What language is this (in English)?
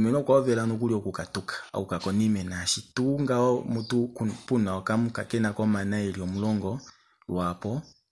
Kuanyama